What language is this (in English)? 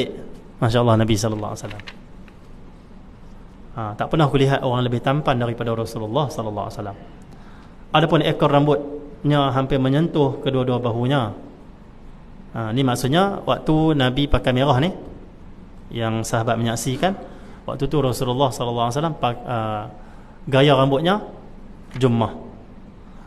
Malay